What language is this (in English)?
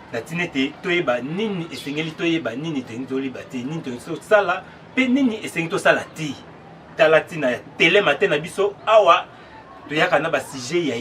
Lingala